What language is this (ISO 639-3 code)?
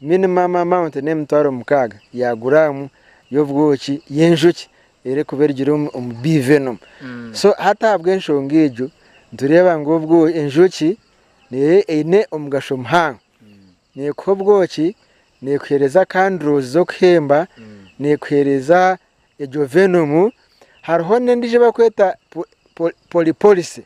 nyn